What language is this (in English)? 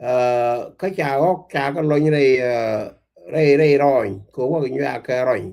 Nuer